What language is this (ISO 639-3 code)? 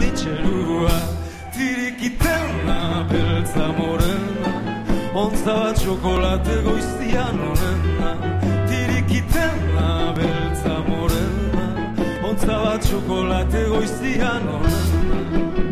eus